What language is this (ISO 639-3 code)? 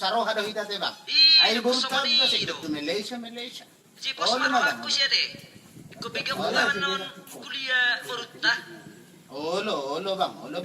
bbc